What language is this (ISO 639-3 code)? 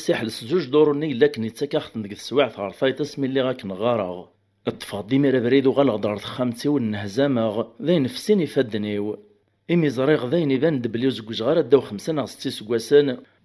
kab